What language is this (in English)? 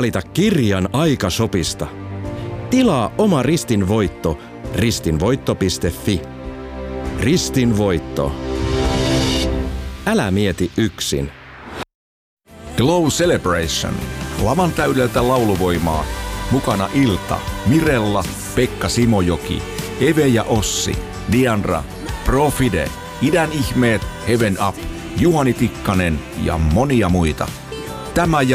Finnish